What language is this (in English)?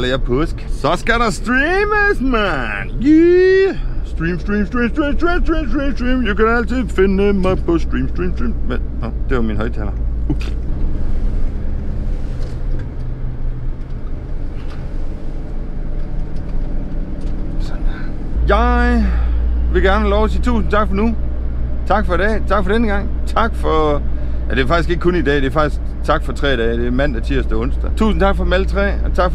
Danish